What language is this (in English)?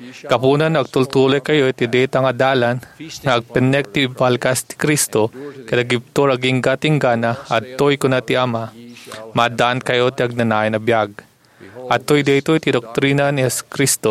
Iloko